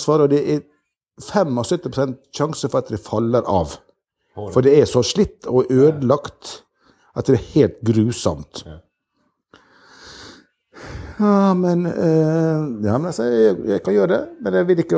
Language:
Norwegian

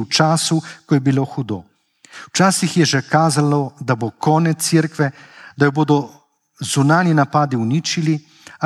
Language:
Slovenian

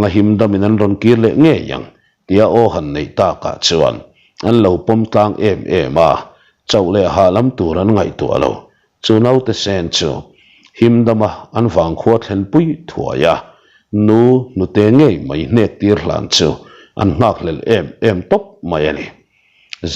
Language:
Mizo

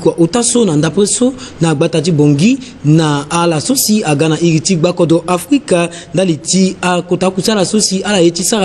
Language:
Sango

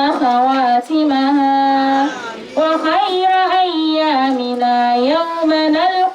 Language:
Dagbani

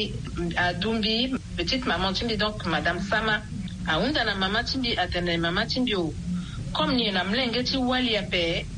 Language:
Sango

